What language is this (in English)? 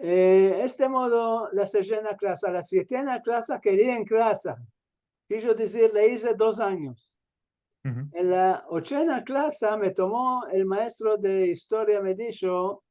Ladino